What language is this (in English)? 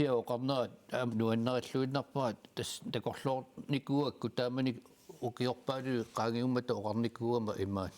Kalaallisut